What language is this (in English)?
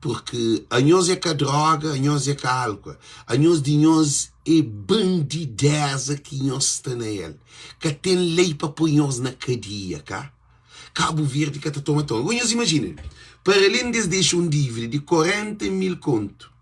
Kabuverdianu